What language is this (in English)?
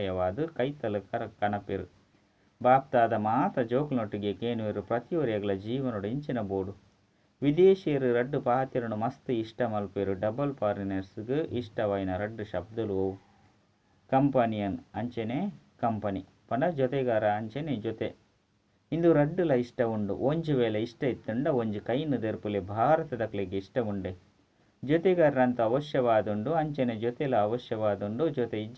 Tulu